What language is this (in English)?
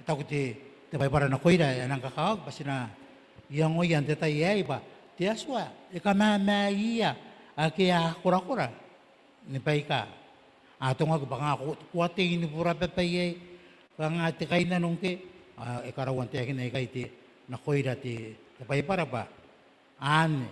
Gilbertese